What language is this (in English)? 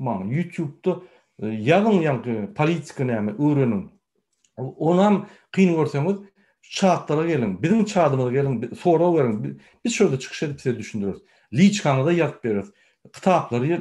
Turkmen